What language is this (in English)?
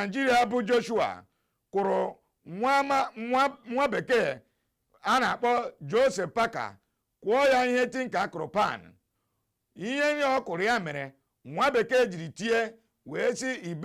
Igbo